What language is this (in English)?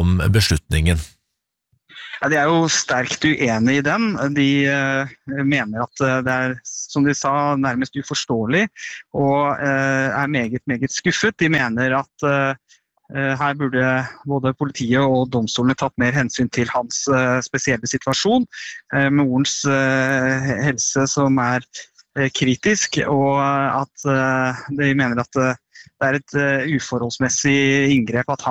Norwegian